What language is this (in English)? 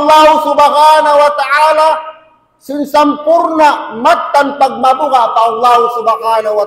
Tausug